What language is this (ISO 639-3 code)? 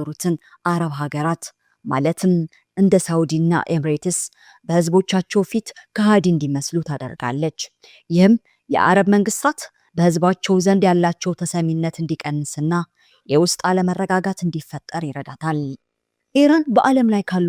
amh